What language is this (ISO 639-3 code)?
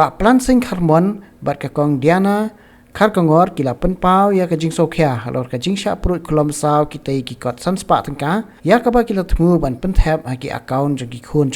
kha